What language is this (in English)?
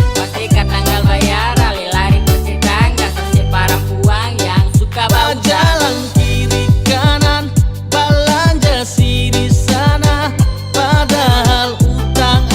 Ambonese Malay